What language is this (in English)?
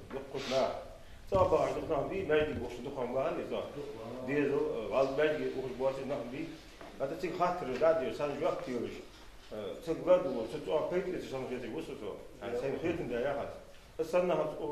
Ingush